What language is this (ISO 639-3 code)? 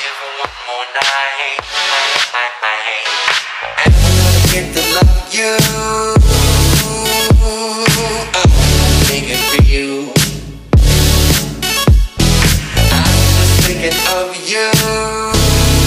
eng